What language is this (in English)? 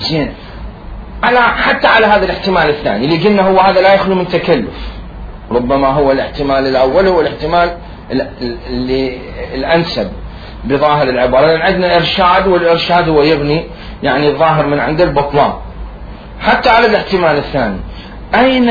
Mesopotamian Arabic